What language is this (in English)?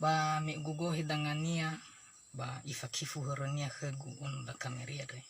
Nias